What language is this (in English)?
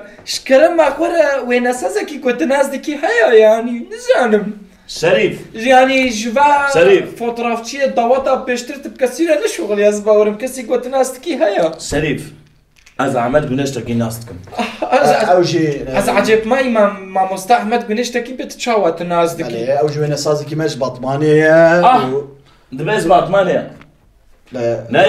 Kurdish